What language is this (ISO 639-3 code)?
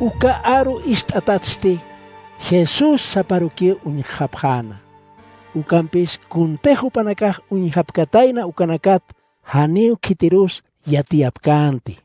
aym